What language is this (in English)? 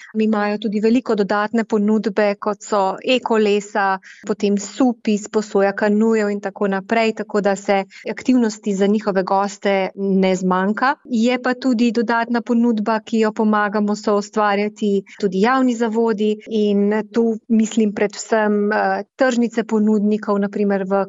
Slovenian